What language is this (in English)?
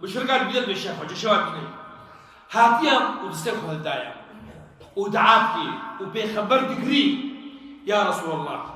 Kurdish